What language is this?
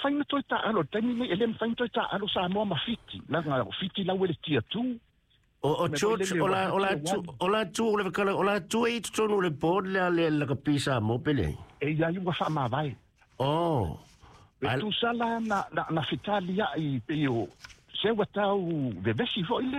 Samoan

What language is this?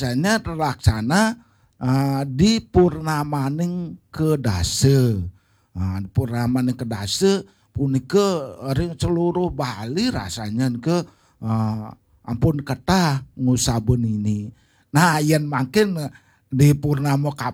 Balinese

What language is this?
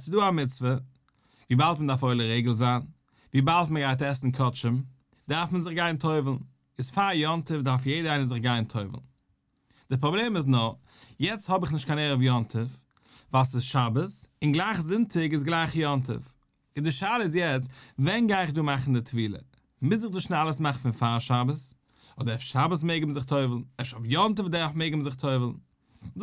Yiddish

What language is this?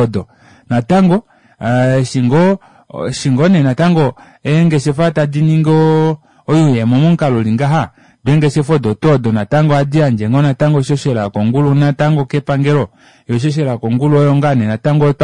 Kuanyama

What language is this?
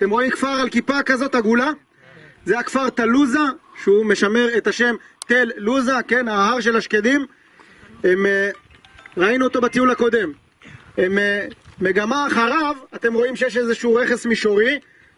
Hebrew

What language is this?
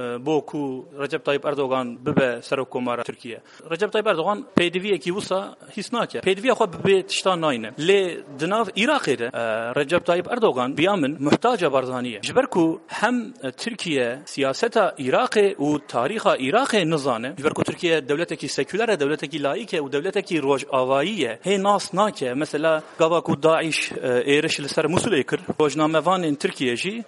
Kurdish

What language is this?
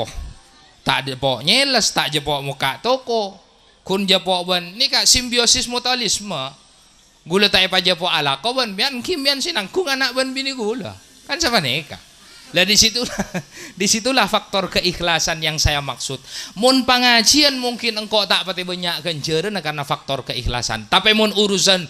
Madurese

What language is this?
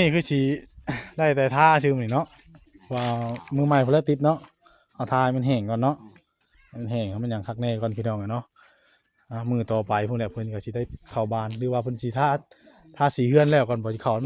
Northeastern Thai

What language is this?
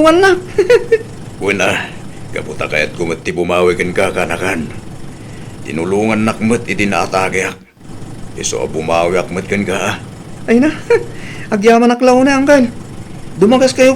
Iloko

